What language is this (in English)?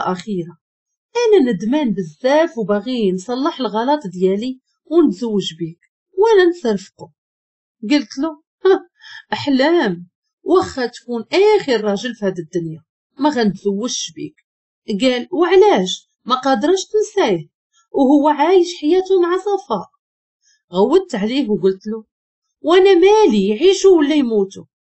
Moroccan Arabic